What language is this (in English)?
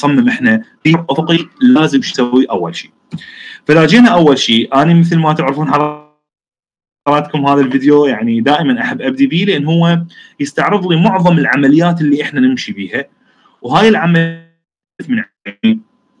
Mesopotamian Arabic